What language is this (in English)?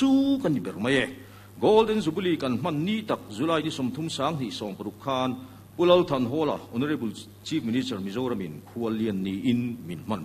Mizo